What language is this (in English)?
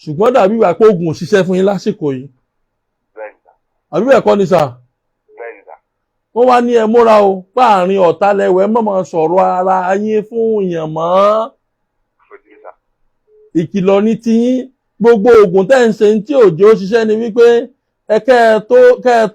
Yoruba